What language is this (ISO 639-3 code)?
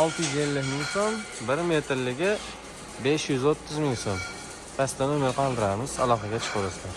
uzb